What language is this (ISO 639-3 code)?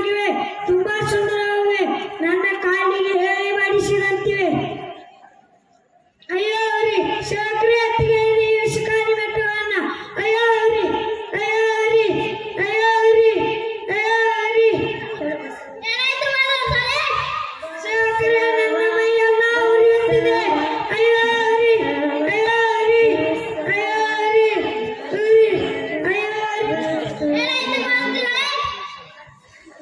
kan